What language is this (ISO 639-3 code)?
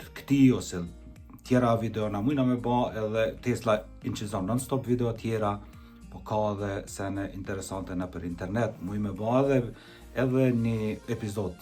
sqi